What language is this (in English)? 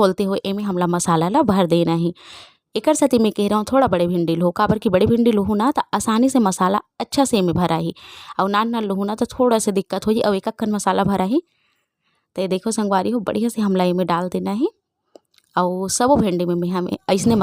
Chhattisgarhi